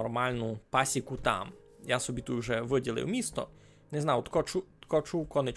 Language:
Rusyn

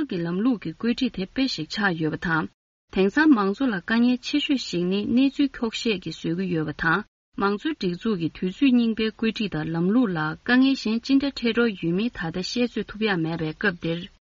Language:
Tibetan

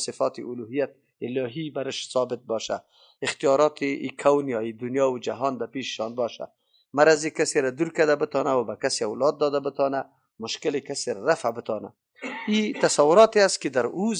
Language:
Persian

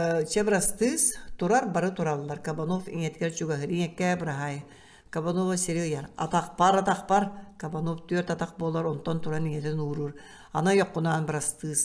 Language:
Yakut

